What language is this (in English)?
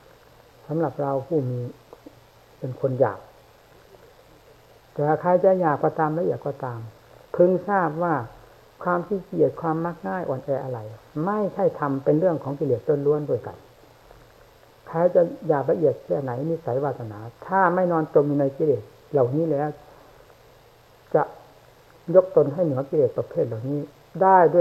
Thai